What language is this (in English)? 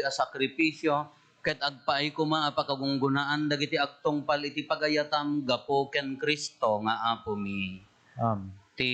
Iloko